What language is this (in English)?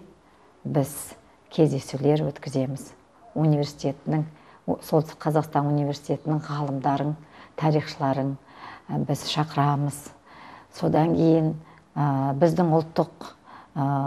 Kazakh